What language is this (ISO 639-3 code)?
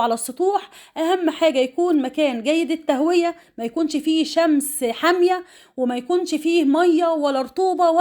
arz